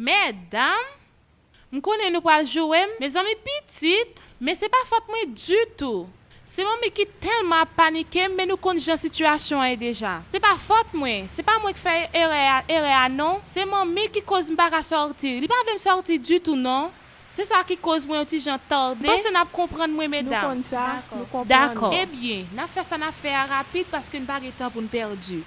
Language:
Haitian Creole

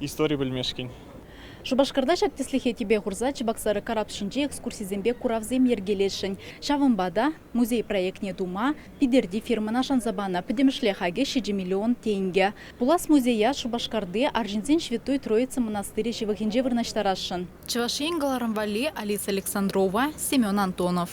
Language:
Chuvash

